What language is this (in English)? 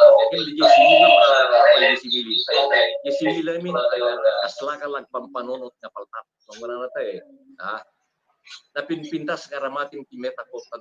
Iloko